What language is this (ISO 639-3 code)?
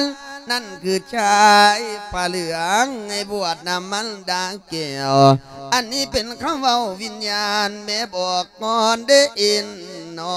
lao